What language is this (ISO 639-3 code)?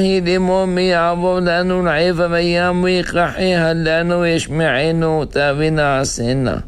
heb